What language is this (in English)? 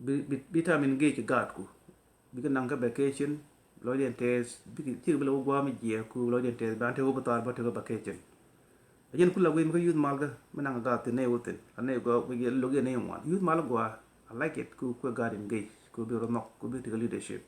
Nuer